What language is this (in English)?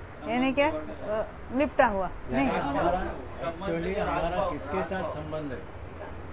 Hindi